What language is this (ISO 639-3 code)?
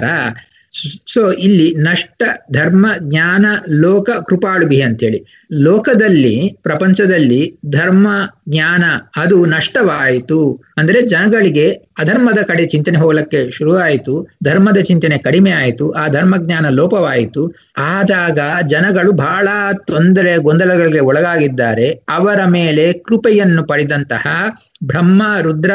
kan